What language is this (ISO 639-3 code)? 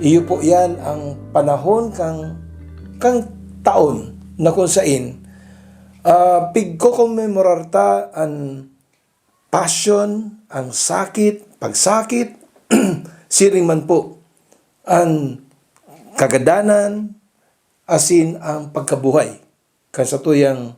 bik